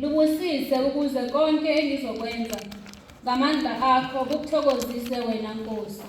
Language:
Zulu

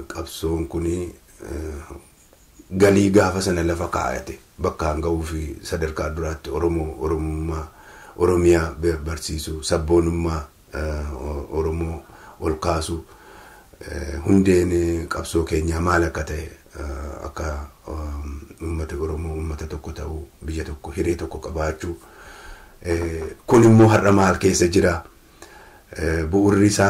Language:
Oromo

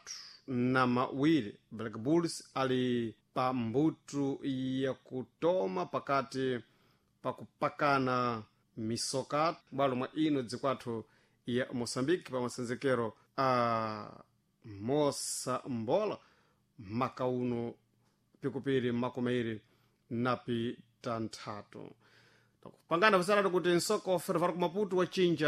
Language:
Sena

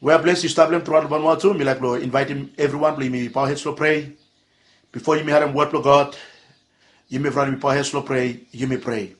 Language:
Bislama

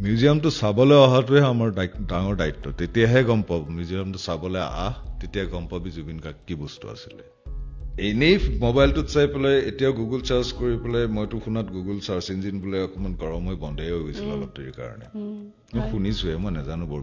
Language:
Assamese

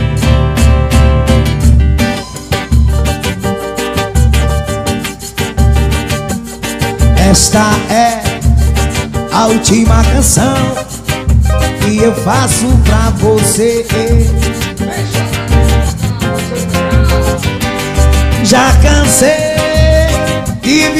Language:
Portuguese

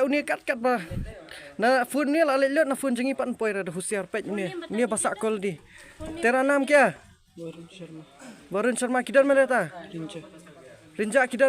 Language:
Khasi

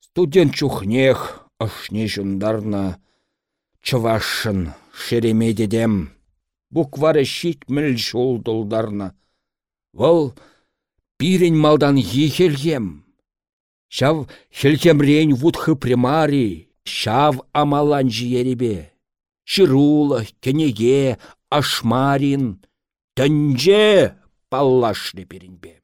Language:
Chuvash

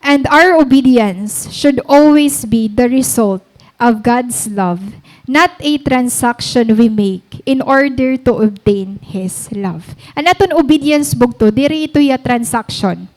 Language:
Waray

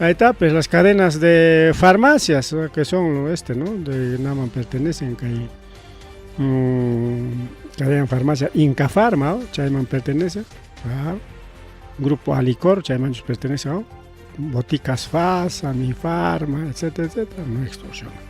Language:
Ayacucho Quechua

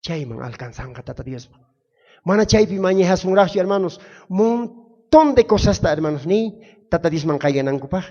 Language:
South Bolivian Quechua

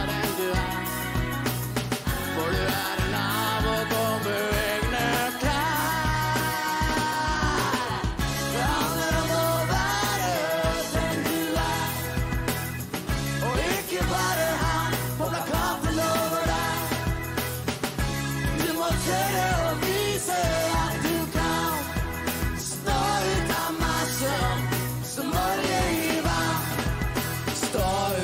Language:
Norwegian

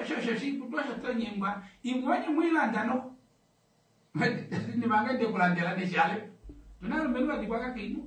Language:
Kuanyama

